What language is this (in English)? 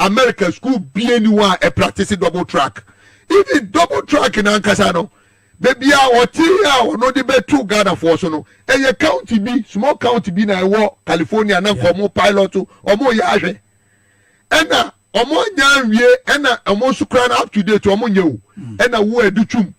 Akan